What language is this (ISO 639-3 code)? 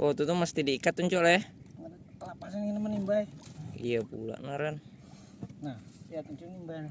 bjn